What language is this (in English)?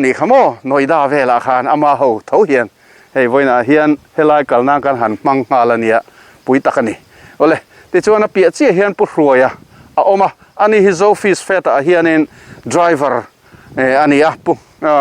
Mizo